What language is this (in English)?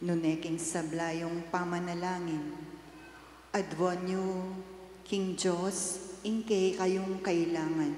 Pampanga